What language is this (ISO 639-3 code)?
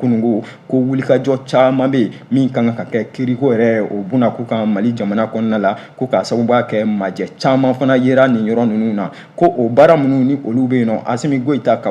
bam